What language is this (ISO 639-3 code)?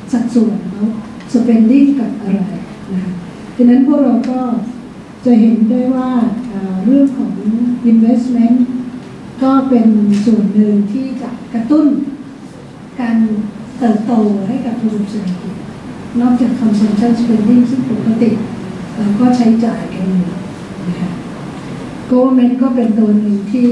tha